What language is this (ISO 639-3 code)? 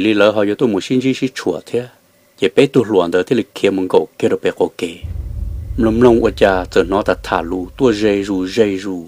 hmn